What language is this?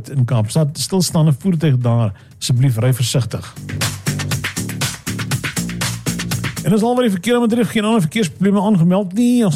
Afrikaans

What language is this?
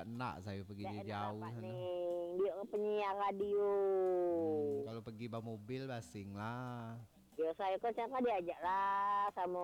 Minangkabau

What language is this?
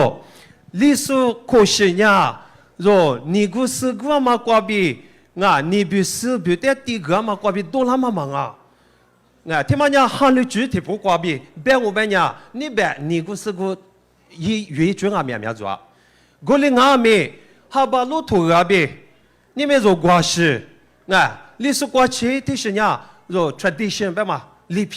Lisu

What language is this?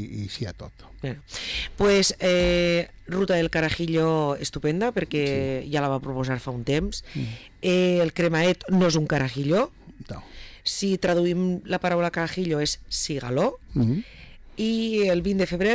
Catalan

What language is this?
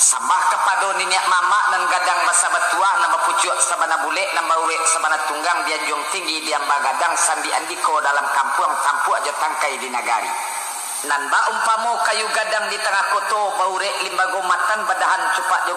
Minangkabau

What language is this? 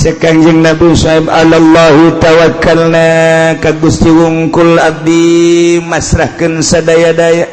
Sundanese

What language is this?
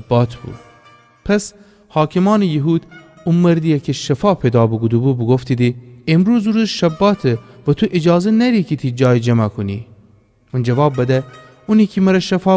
Gilaki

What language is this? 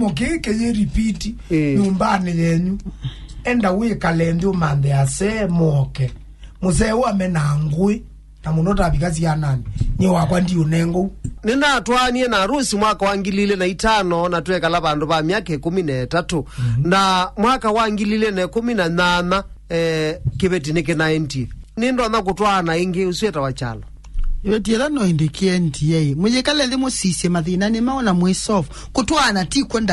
Kamba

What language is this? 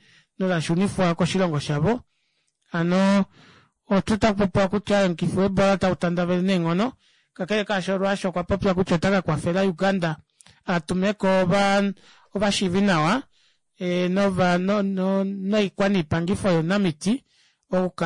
Kuanyama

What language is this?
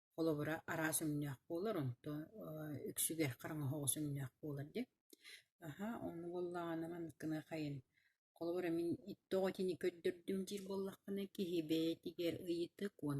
Yakut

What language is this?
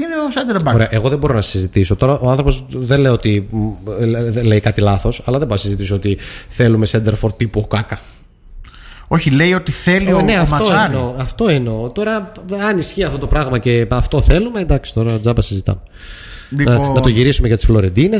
Greek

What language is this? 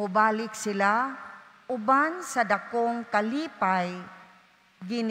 Cebuano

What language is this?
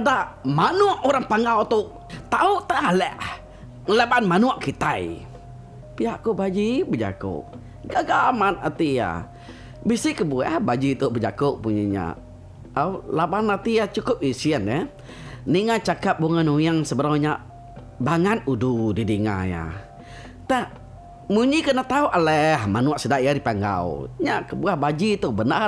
Iban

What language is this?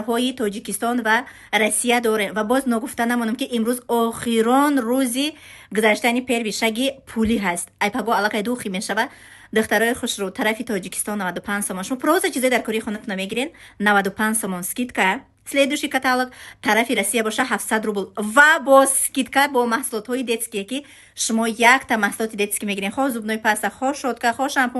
Tajik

